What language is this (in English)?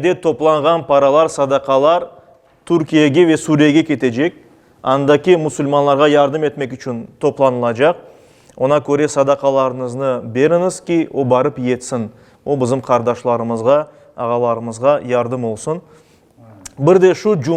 Crimean Tatar